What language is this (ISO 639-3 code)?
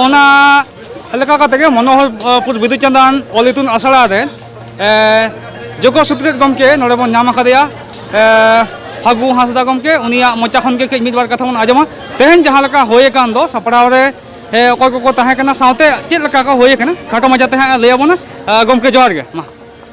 sat